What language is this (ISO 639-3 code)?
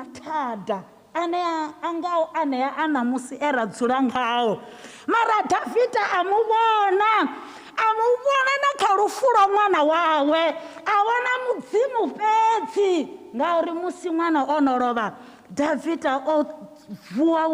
ven